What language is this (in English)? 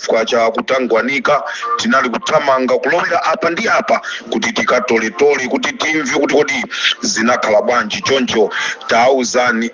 Nyanja